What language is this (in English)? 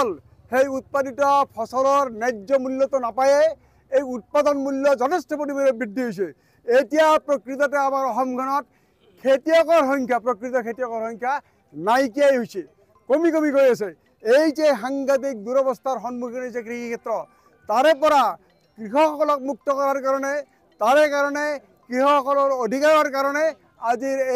Assamese